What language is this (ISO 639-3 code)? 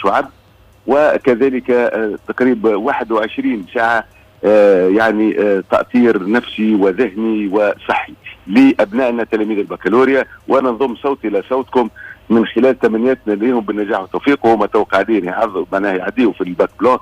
aeb